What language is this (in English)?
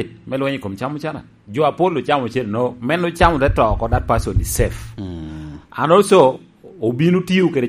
Lango (Uganda)